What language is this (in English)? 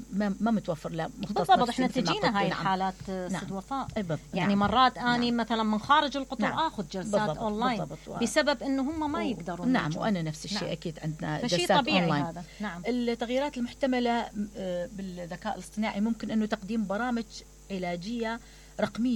Mesopotamian Arabic